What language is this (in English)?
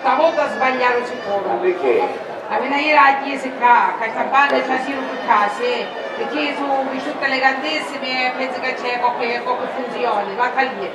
Sicilian